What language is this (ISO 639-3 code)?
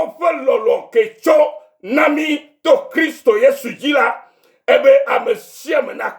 ewe